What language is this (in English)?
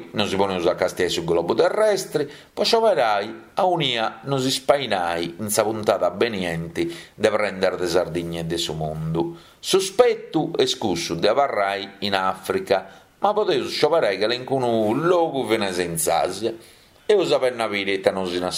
Sardinian